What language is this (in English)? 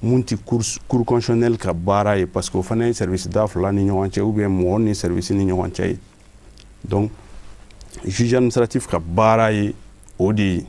Bambara